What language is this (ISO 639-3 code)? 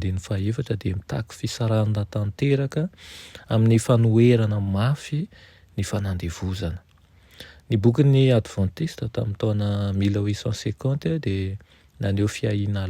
mlg